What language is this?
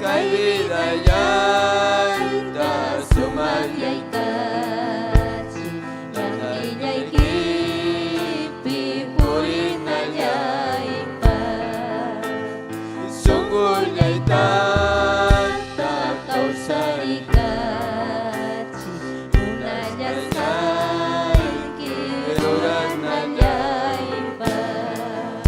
Ayacucho Quechua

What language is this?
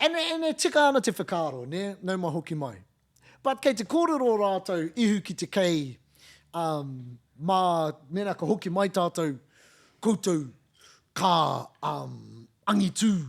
Māori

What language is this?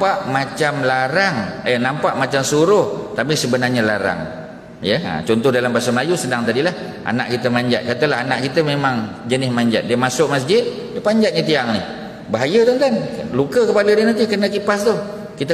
Malay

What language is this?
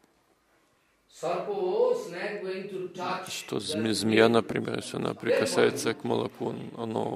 Russian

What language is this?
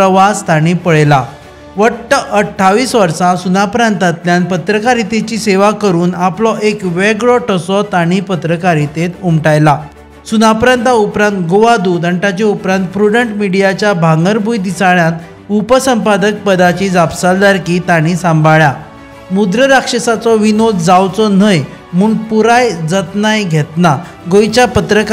Konkani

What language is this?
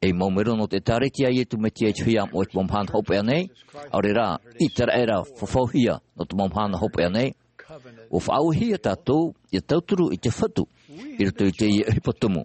Tahitian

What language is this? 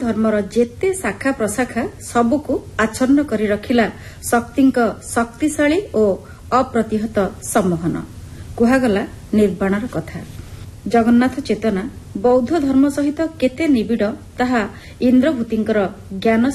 Odia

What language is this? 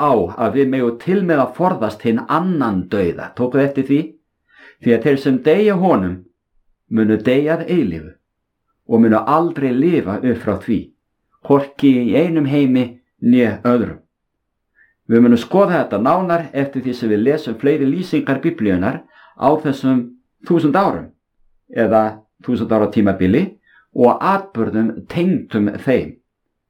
Icelandic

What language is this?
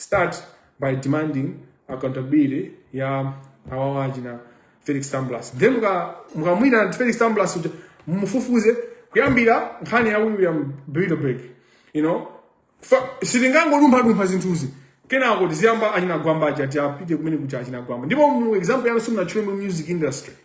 Nyanja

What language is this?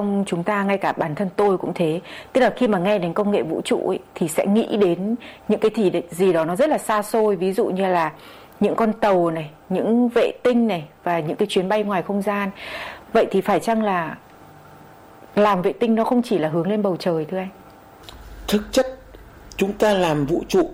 Vietnamese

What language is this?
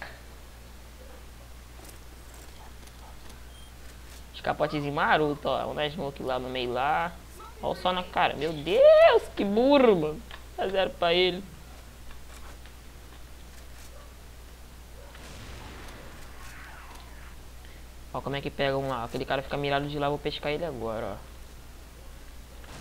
Portuguese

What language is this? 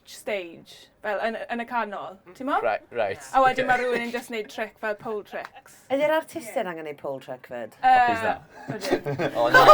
Welsh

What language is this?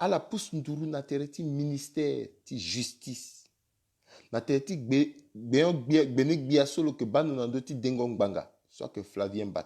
Sango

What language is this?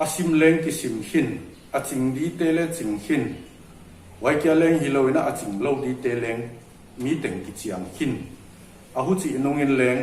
Paite Chin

